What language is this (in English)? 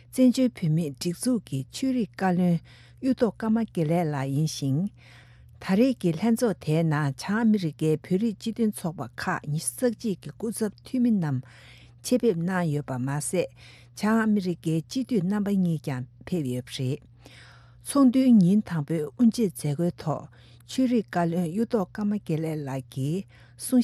Tibetan